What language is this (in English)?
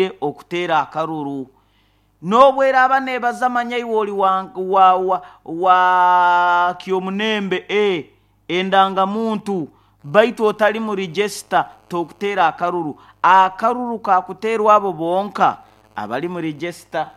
Nyoro